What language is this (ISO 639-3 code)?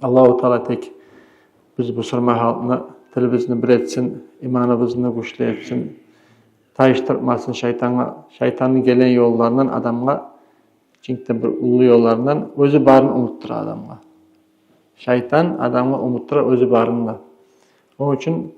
kum